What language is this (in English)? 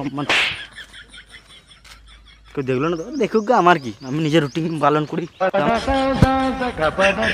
Bangla